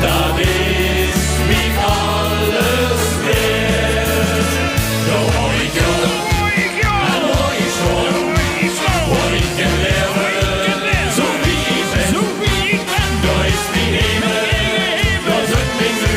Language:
Limburgish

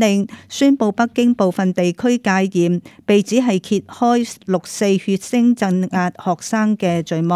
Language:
Cantonese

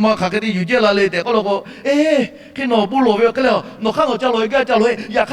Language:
Lahu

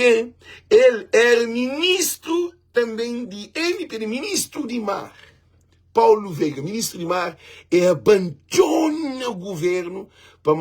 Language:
Kabuverdianu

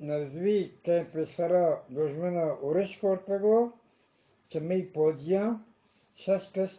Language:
Eastern Balochi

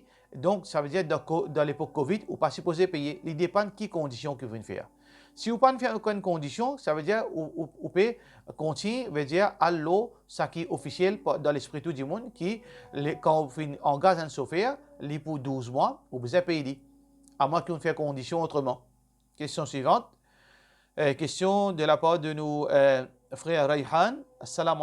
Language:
Morisyen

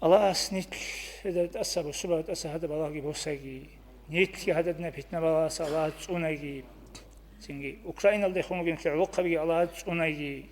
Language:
Avaric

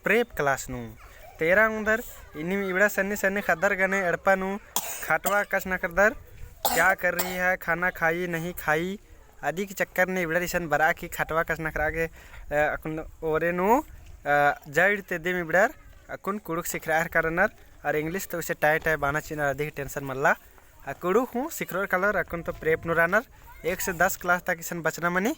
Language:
Kurukh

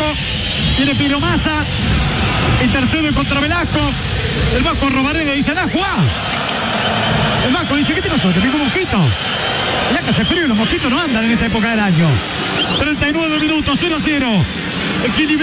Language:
Spanish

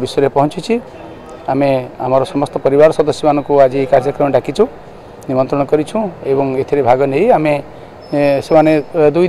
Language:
Odia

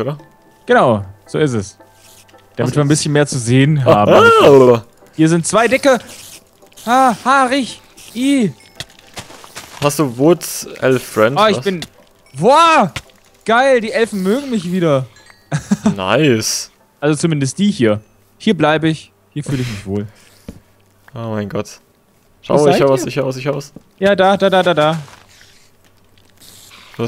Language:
German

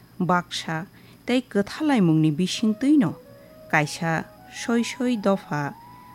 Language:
Kok Borok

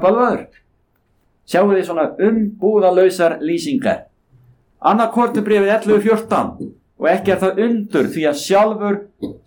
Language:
Icelandic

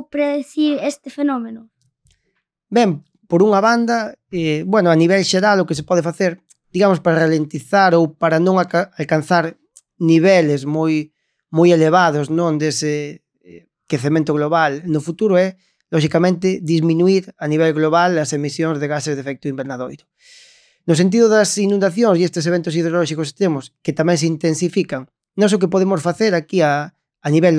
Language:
Galician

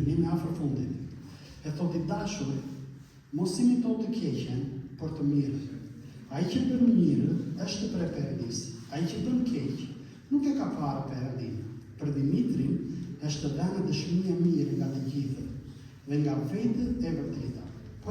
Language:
Albanian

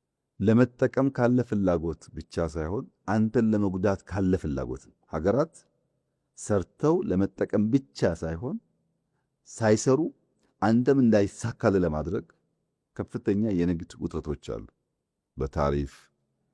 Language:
Amharic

